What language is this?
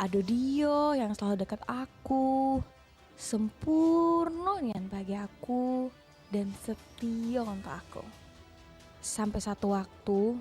Musi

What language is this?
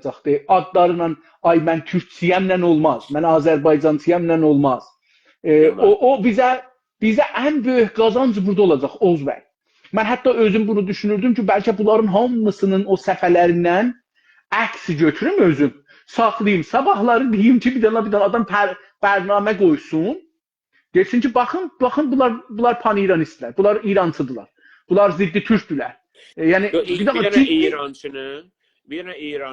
South Azerbaijani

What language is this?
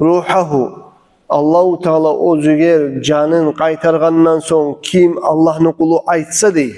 Kumyk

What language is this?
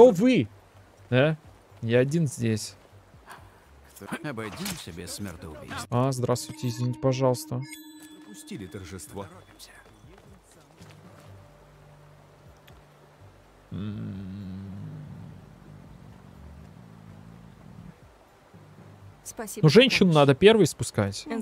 Russian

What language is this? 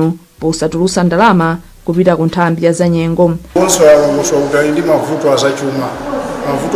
Nyanja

